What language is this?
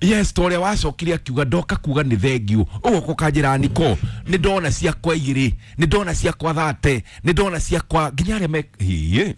Kikuyu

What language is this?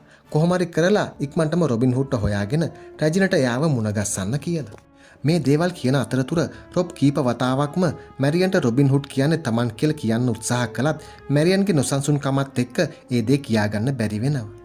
Sinhala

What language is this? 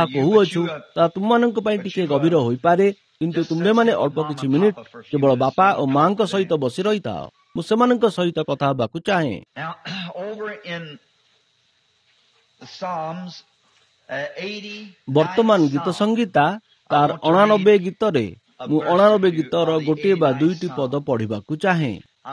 Odia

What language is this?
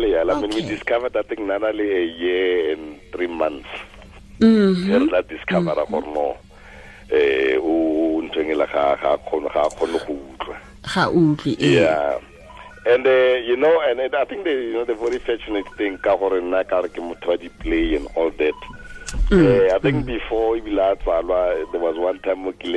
Tswana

